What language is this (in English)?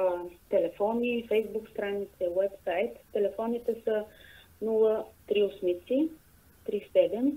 Bulgarian